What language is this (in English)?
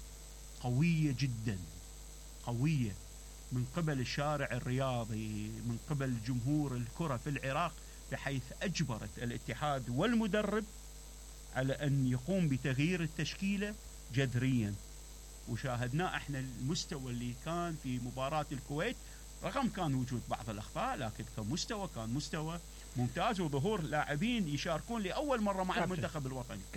Mesopotamian Arabic